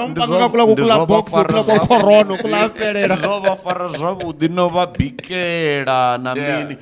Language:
Venda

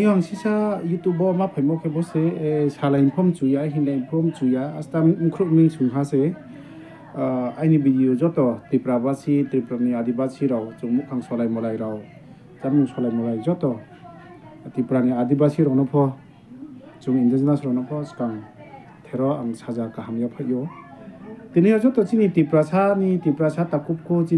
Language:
Riang (India)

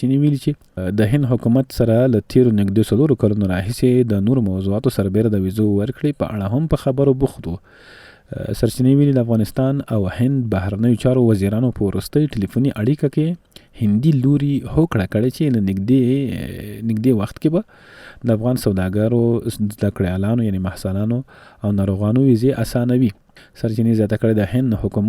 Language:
Pashto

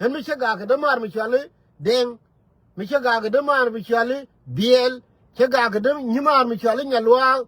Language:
Nuer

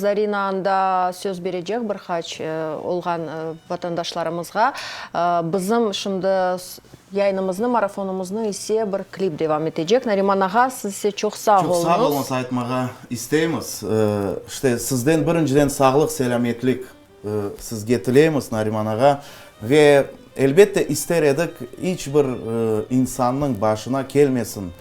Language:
Crimean Tatar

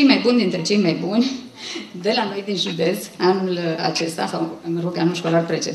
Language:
Romanian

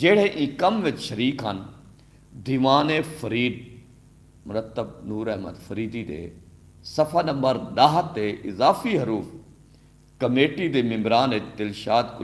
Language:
Saraiki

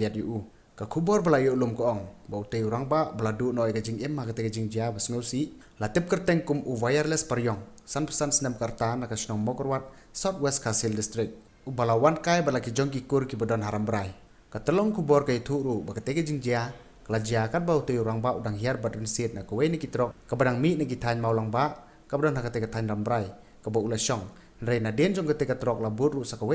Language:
Khasi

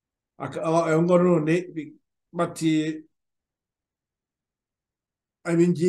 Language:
Kinyarwanda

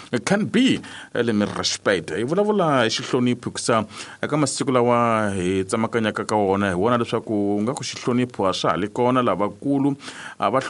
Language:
Tsonga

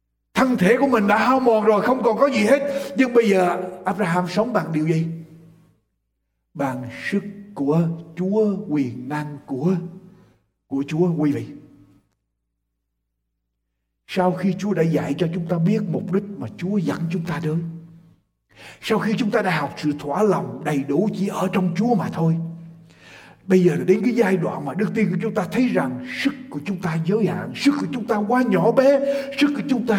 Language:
Vietnamese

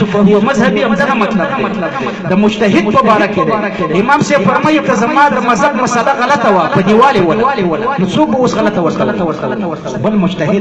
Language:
Pashto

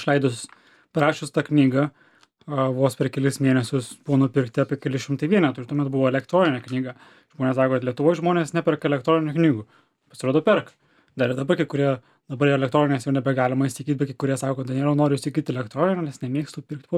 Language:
Lithuanian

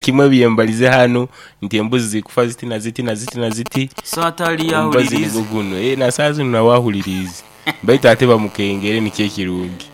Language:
Nyoro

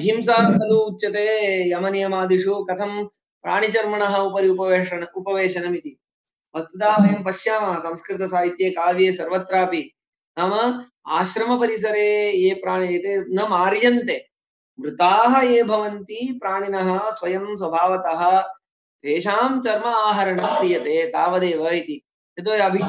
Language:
Sanskrit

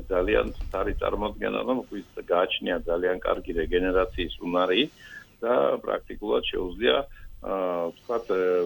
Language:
Georgian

